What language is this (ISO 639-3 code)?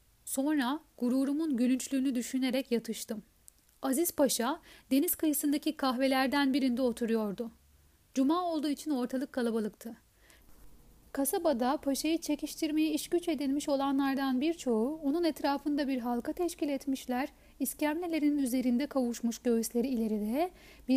tur